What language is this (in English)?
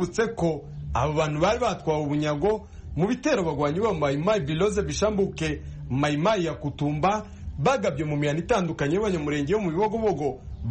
Kinyarwanda